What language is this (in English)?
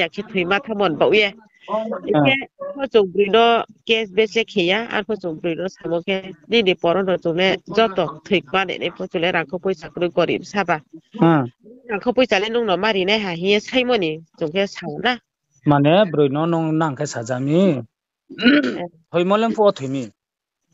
Riang (India)